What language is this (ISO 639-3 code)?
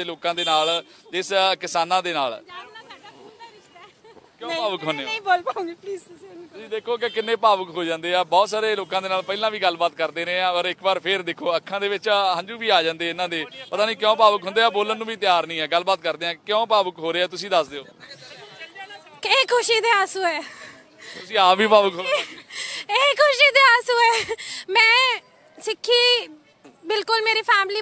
pan